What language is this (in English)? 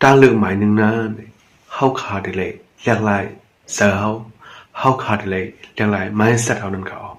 Shan